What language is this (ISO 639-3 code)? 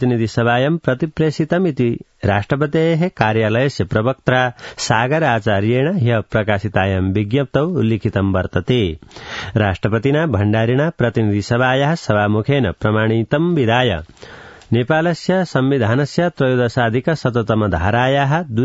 san